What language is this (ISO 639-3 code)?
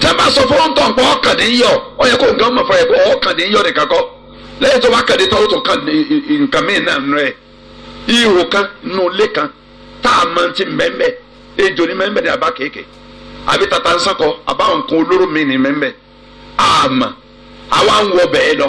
yor